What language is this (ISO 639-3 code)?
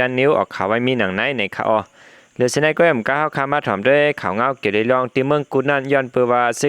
shn